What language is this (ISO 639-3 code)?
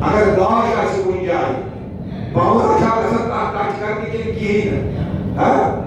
kas